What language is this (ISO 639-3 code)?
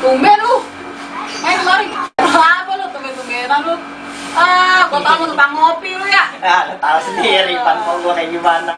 bew